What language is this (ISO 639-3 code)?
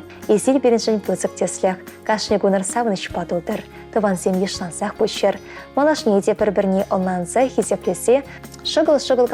chv